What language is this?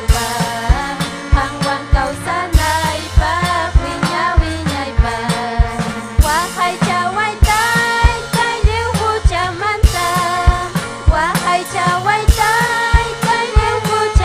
Ayacucho Quechua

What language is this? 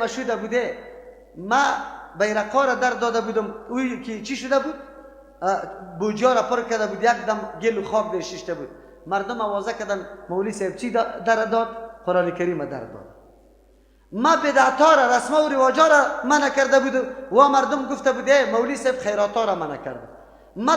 Persian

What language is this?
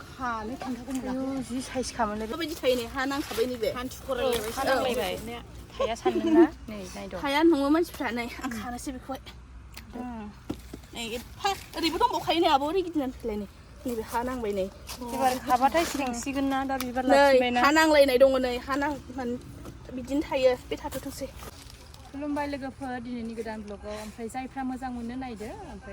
Bodo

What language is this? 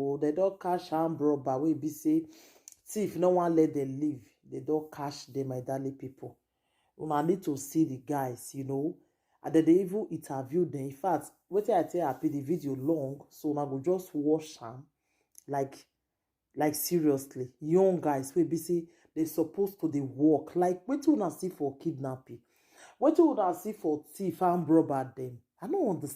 Nigerian Pidgin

